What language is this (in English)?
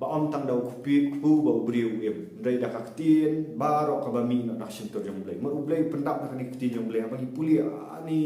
Khasi